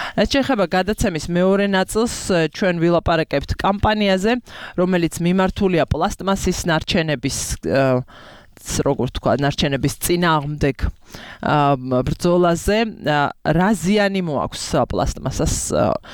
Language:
Georgian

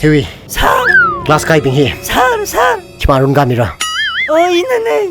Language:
Tangkhul Naga (India)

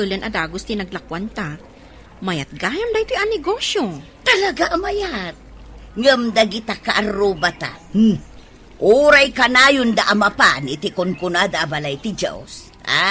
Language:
Iloko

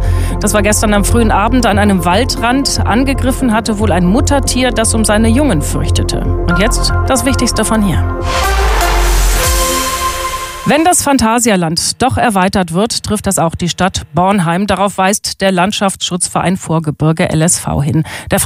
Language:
German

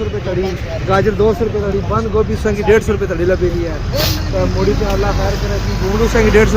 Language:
Pahari-Potwari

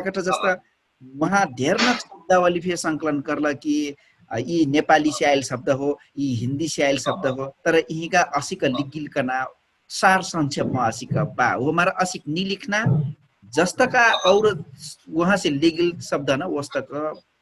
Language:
Dangaura Tharu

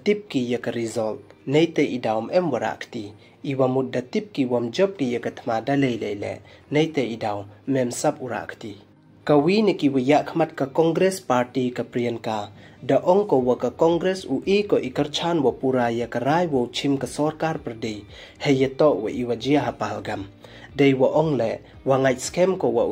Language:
Pnar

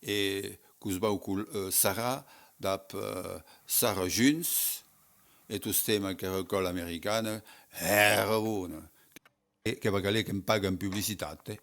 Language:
Occitan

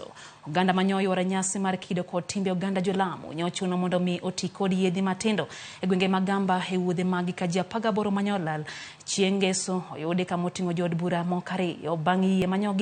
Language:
Luo (Kenya and Tanzania)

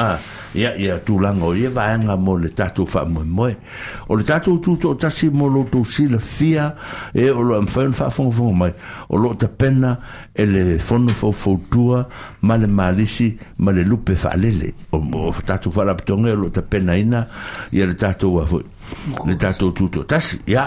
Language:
Samoan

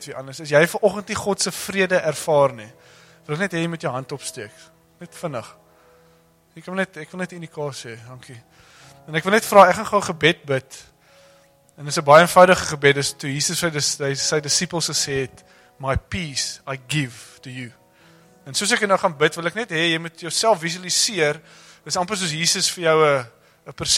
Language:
Afrikaans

